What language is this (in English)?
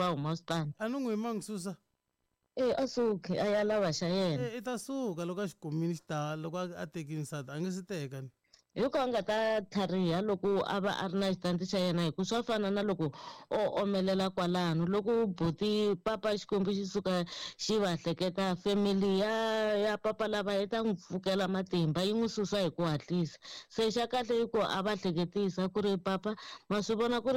Tsonga